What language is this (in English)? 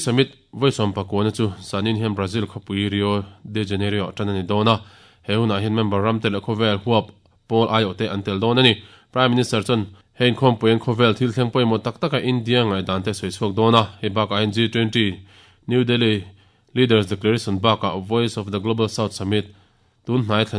Mizo